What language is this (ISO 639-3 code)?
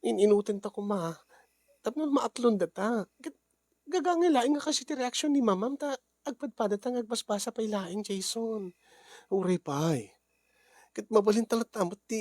ilo